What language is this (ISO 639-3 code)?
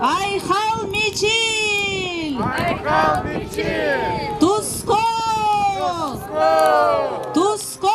sah